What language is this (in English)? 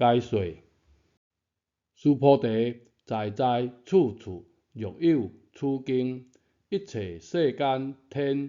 Min Nan Chinese